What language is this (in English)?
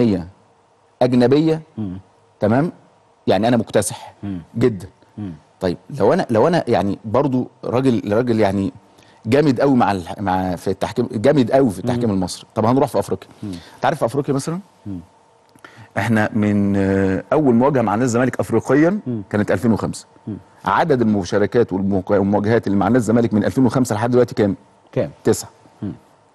Egyptian Arabic